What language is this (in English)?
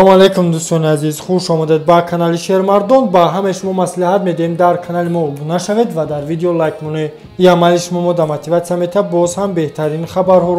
Tajik